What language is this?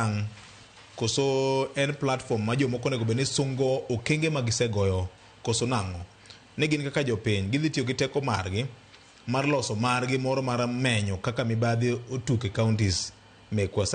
Luo (Kenya and Tanzania)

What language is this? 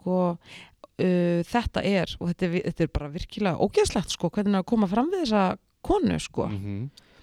Icelandic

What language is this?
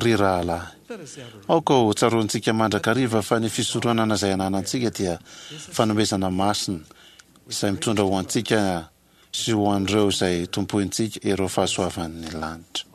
Malagasy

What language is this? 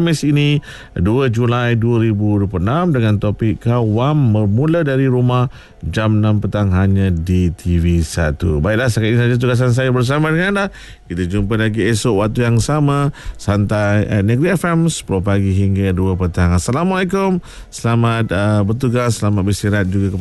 Malay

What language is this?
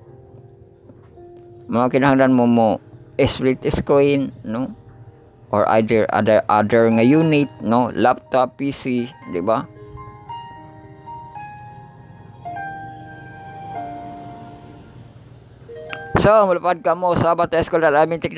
Cebuano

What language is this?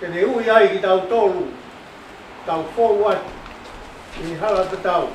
Tongan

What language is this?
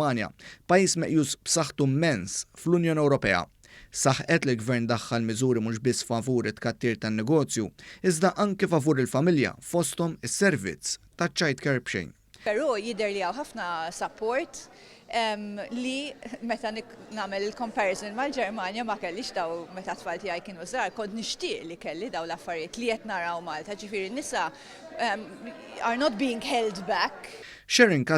Maltese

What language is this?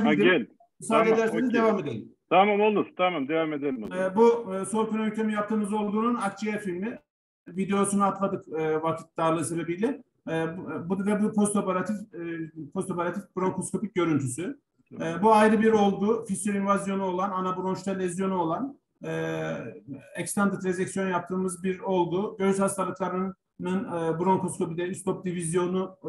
Turkish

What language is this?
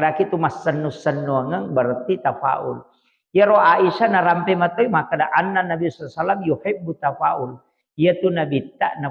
Buginese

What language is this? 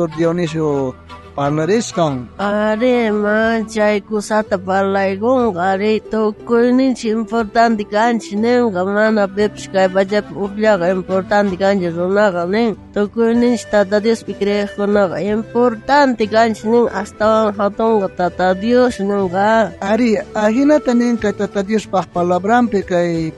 South Bolivian Quechua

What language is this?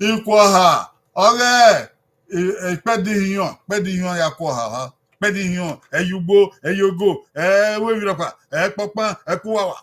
Bini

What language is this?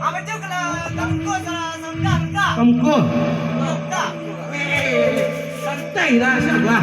Minangkabau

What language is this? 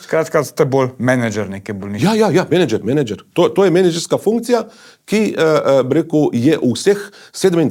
Slovenian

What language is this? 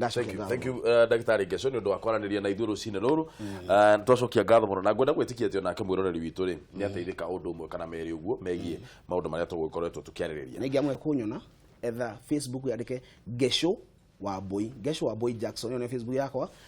Kikuyu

